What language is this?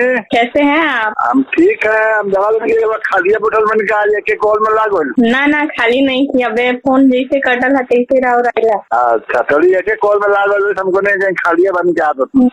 Bhojpuri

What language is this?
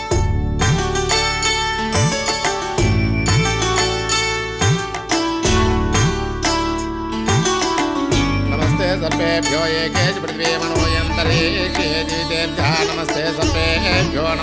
Telugu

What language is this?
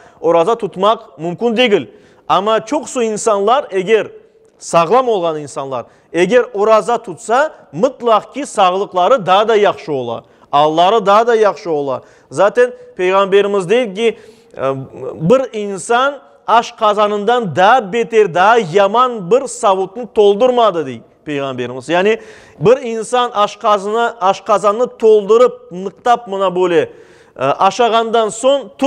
Crimean Tatar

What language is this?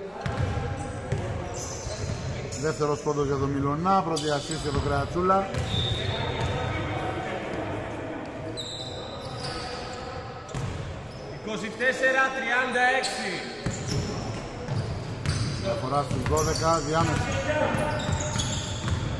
Greek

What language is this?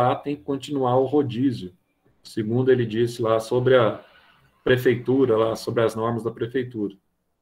Portuguese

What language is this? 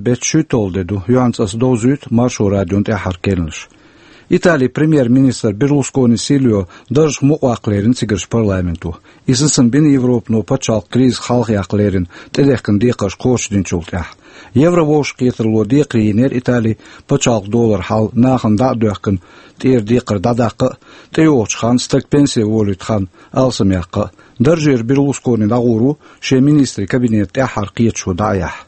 Chechen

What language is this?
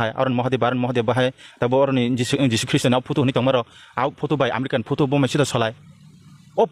Kok Borok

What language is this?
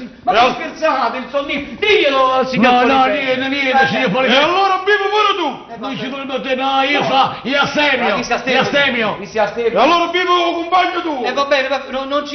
Neapolitan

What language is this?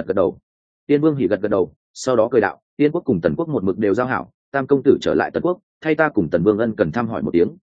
Vietnamese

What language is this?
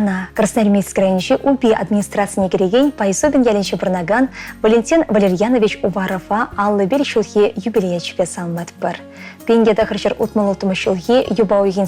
Chuvash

